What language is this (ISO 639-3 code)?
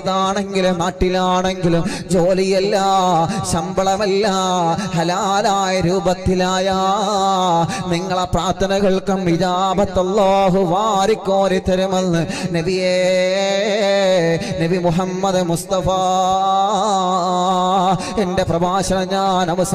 mal